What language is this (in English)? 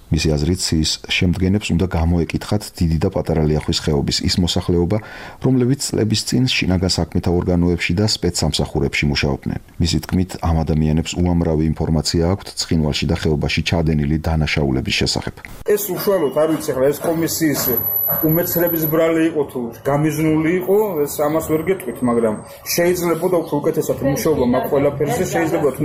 Georgian